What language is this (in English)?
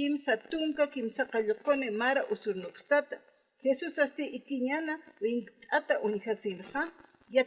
Aymara